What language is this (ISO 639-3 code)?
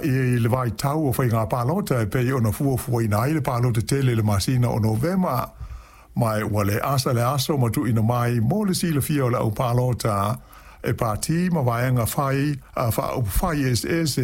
smo